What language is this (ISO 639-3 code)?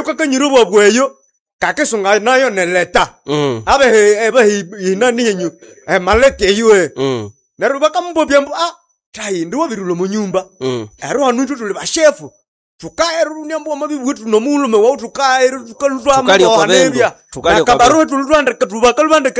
nnb